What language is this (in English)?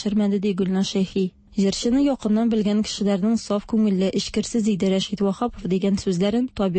Tatar